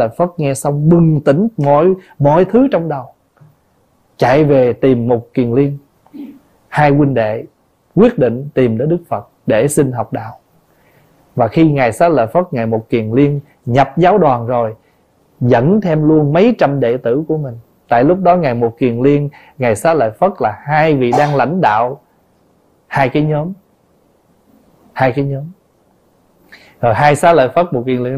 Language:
Vietnamese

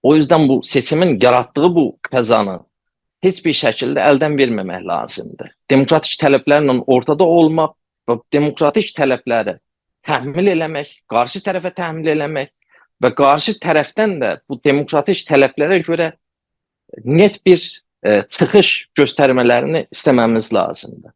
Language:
South Azerbaijani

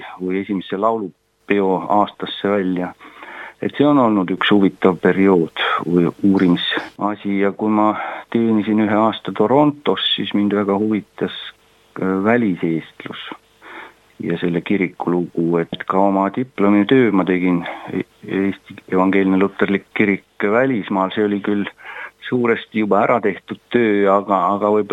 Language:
Estonian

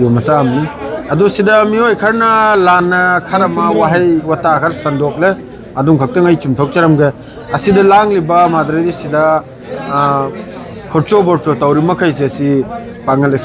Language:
Manipuri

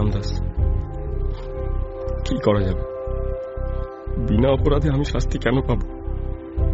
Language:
Bangla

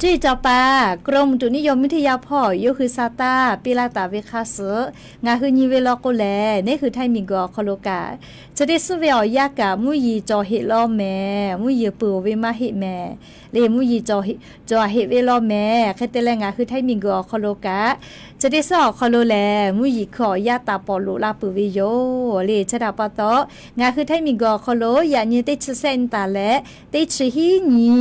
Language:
Lahu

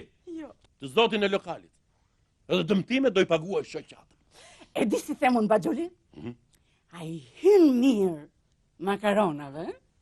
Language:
Albanian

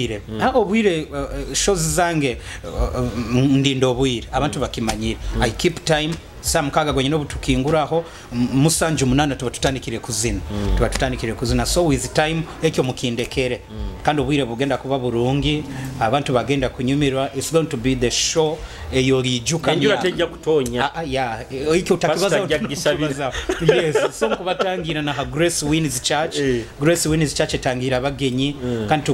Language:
Nyoro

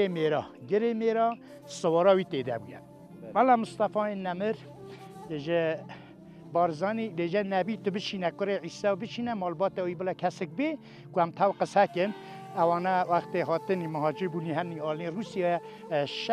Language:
Kurdish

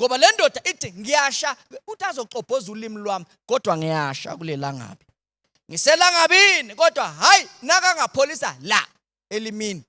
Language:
Zulu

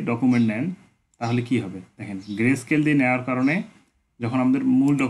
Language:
Bangla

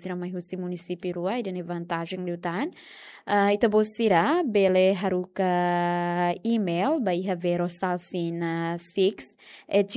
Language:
Tetum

